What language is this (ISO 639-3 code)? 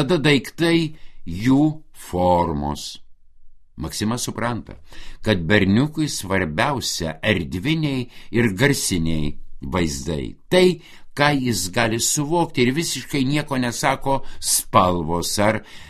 lit